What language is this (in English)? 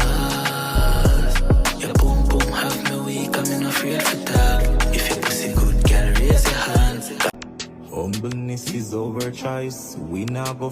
Jamaican Creole English